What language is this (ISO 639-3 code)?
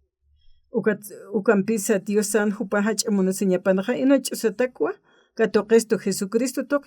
aym